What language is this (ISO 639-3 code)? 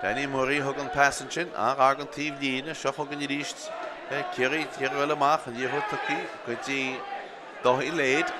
gle